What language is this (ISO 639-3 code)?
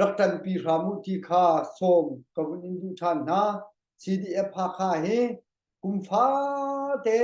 cnh